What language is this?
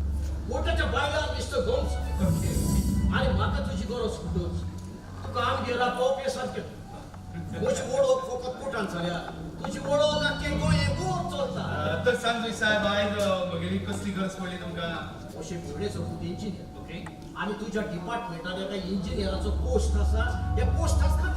Konkani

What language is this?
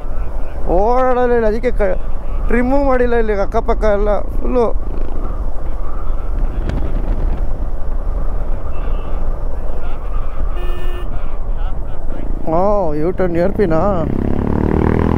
Kannada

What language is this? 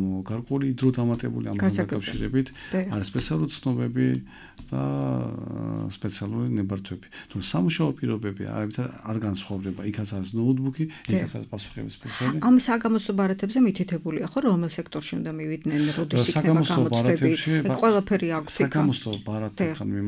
Georgian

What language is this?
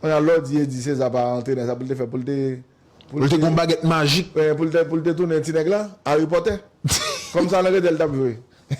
Haitian Creole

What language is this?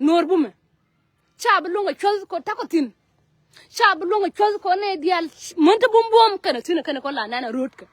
Nuer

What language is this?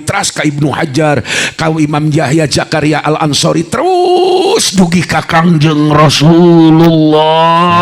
Sundanese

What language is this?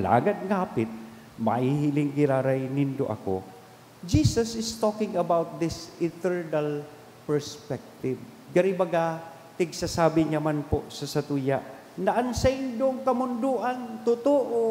Bikol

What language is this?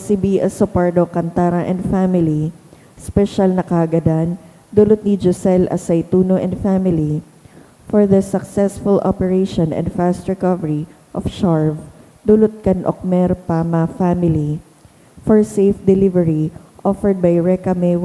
Bikol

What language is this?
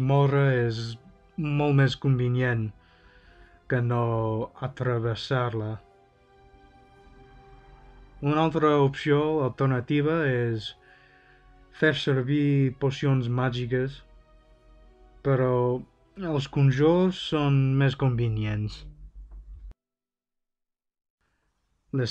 Catalan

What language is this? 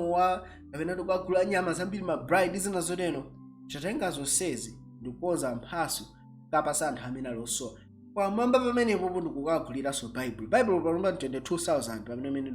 Nyanja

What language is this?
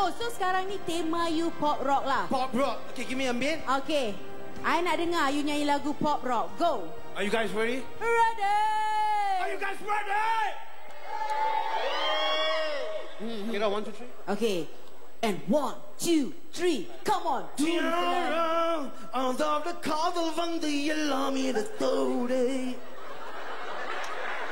Malay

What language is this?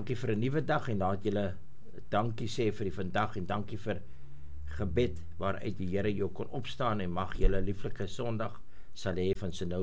Afrikaans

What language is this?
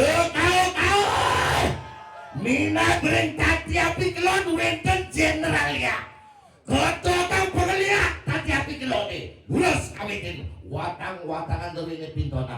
Balinese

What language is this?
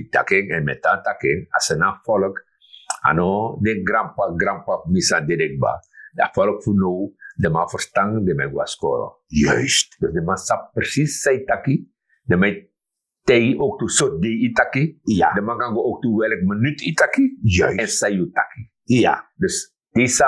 Sranan Tongo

